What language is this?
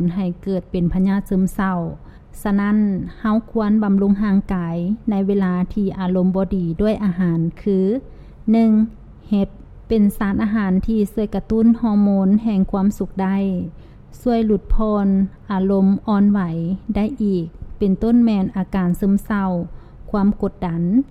Lao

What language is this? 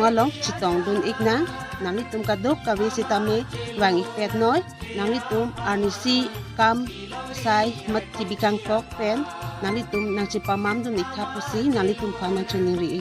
Karbi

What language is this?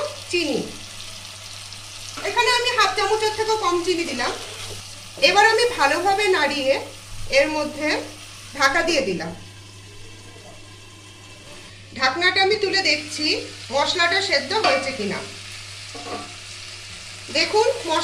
Bangla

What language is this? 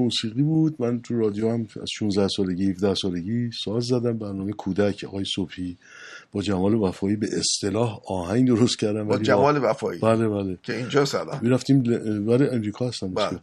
Persian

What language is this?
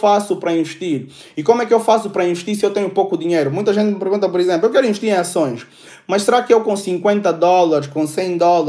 Portuguese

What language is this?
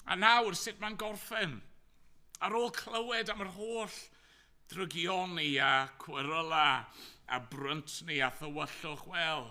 Welsh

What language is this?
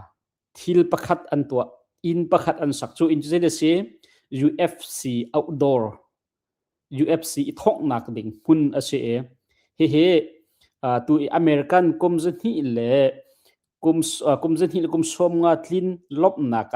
Hakha Chin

